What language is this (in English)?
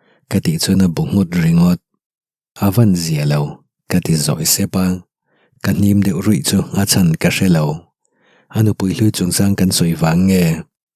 Mizo